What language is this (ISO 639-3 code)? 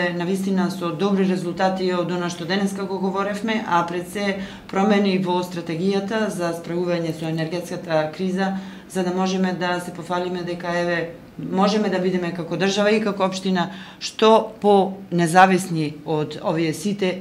mkd